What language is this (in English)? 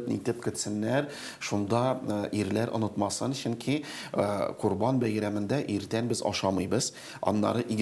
Tatar